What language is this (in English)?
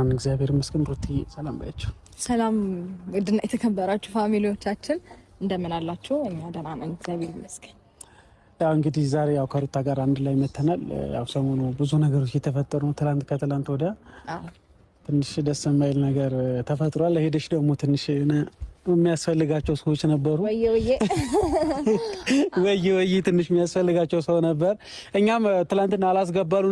Amharic